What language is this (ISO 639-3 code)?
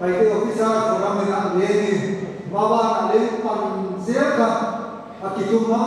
pck